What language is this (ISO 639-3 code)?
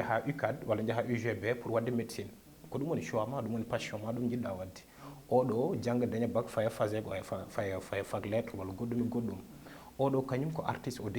ful